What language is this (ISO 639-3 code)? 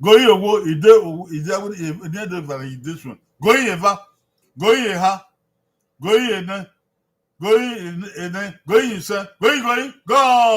bin